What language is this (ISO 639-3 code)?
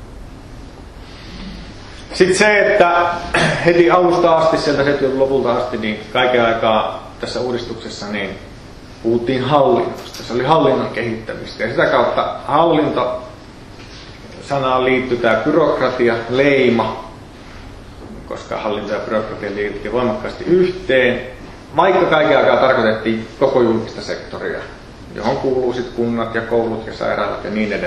fin